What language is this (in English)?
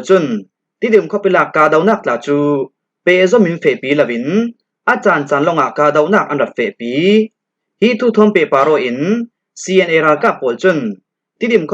Falam Chin